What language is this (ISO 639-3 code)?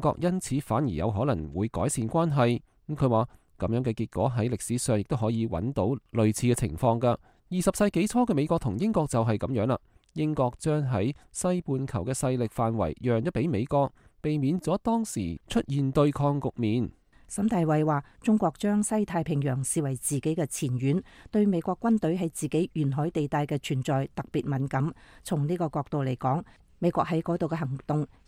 yue